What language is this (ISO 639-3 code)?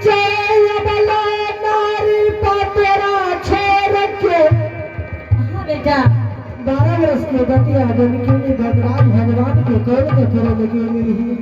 anp